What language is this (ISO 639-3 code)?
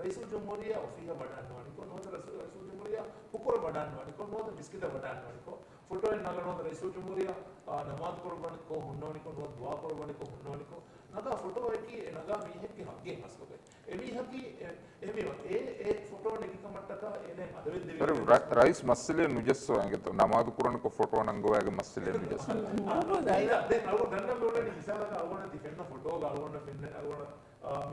div